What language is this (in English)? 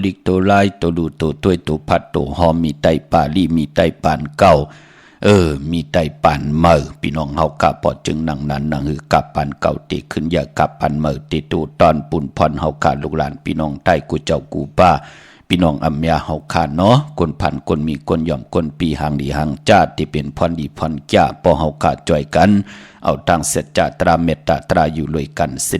Shan